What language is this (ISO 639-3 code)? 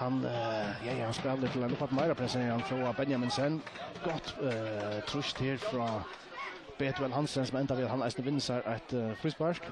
fao